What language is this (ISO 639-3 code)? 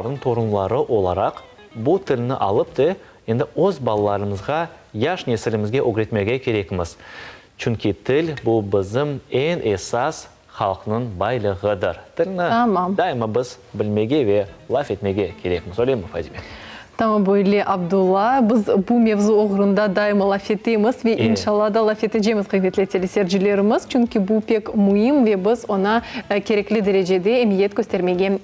crh